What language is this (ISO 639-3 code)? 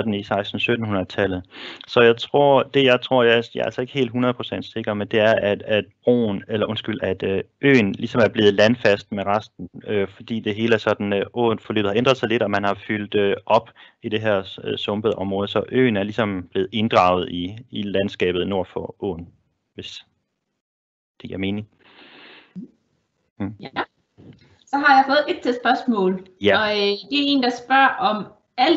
dan